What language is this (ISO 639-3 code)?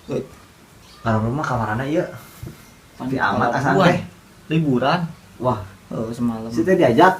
bew